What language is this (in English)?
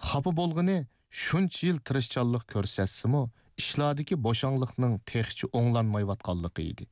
Uyghur